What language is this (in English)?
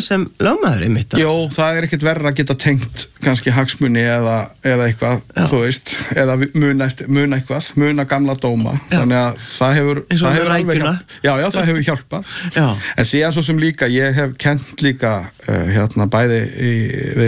Icelandic